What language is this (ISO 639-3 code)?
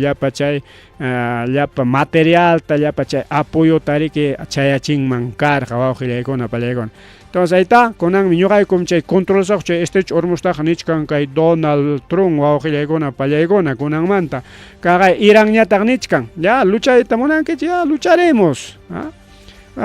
quy